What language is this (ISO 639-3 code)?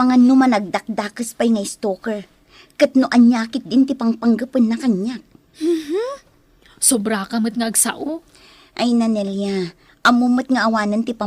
ilo